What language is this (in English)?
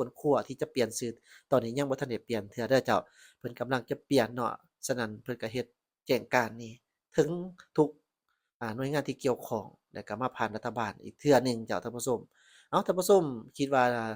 Lao